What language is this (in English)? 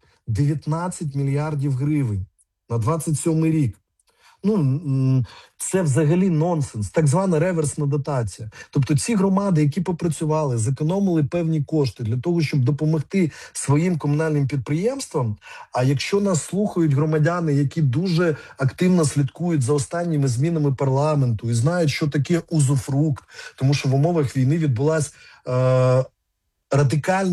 Ukrainian